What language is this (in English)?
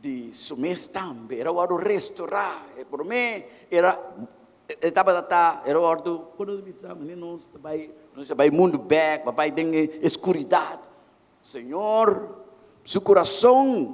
Papiamento